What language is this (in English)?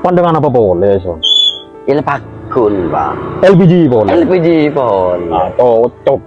Madurese